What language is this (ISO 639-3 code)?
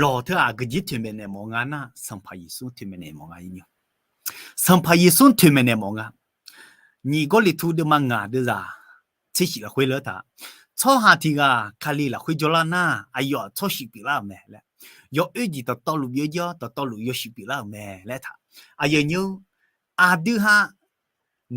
ahk